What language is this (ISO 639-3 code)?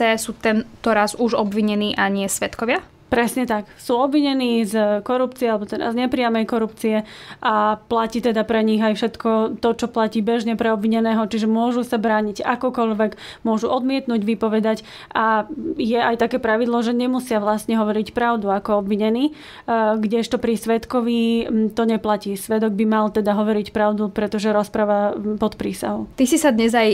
slk